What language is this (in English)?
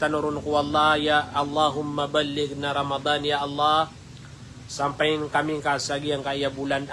Maranao